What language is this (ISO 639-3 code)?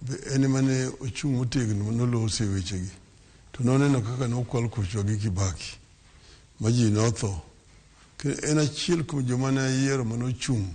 luo